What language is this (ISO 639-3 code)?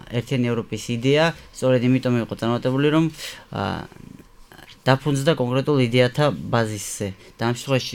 kat